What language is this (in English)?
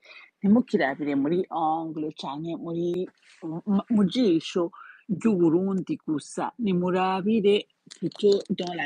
Rundi